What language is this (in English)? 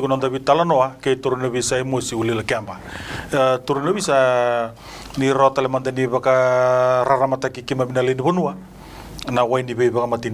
Fijian